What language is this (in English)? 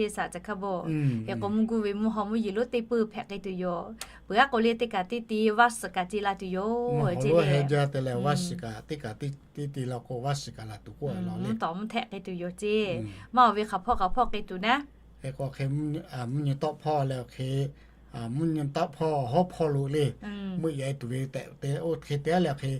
Lahu